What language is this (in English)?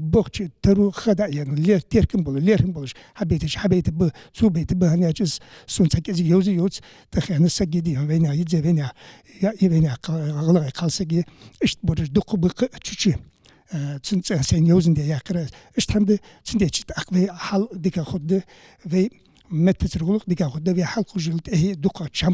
Ingush